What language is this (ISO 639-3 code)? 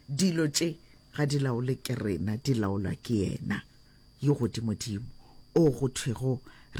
nso